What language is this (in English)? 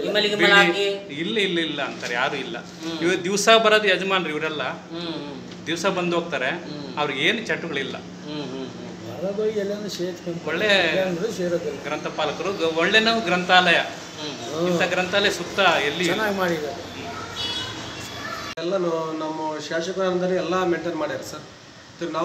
Kannada